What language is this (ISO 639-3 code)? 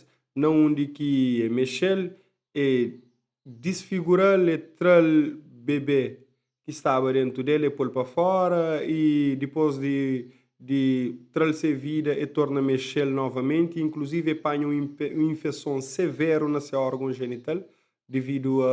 kea